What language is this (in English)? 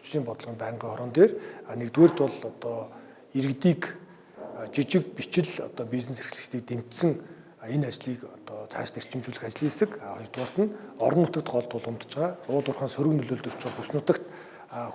Mongolian